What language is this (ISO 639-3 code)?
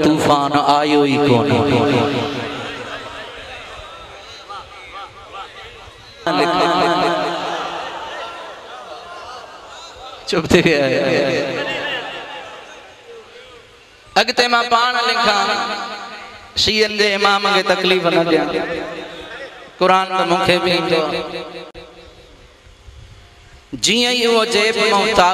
snd